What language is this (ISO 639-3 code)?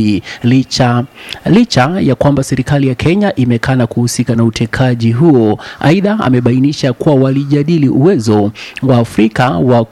swa